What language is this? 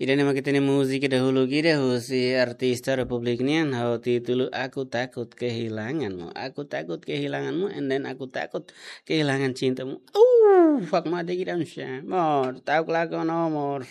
Tetum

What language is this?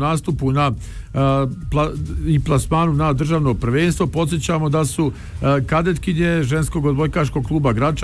Bosnian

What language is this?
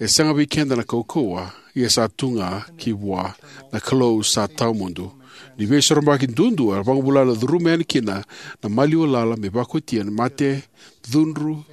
Fijian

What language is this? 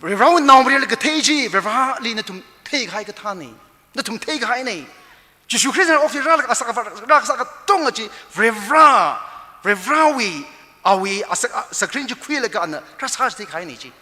Tangkhul Naga (India)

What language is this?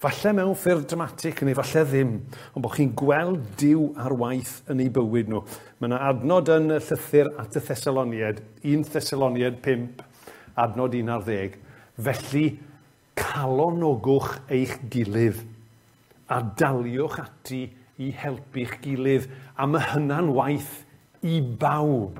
Welsh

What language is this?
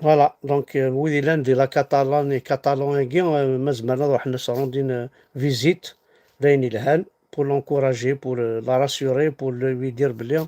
Kabyle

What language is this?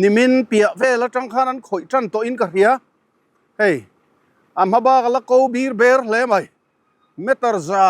Mizo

